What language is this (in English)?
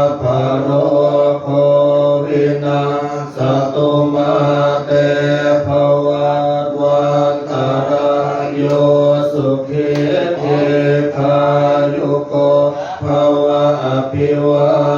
Pali